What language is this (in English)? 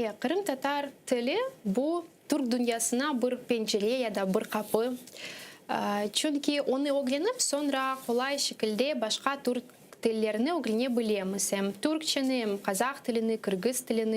Crimean Tatar